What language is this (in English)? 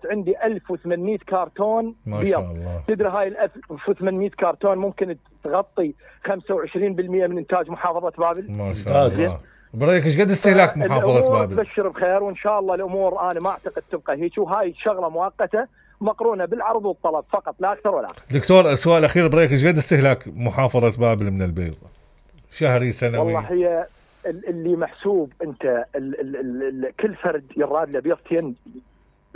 Mesopotamian Arabic